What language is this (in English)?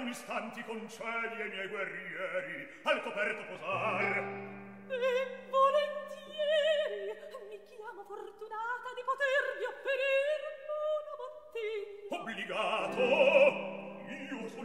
Italian